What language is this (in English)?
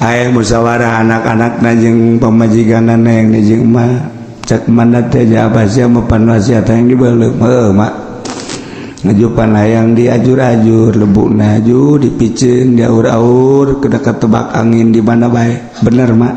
Sundanese